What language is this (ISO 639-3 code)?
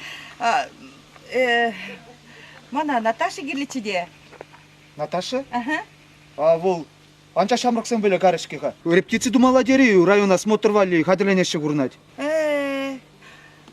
chv